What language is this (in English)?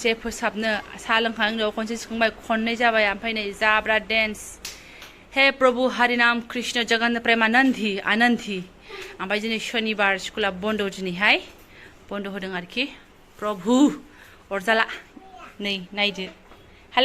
Bodo